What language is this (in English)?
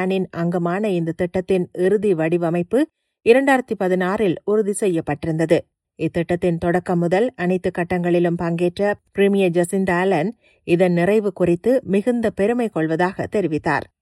Tamil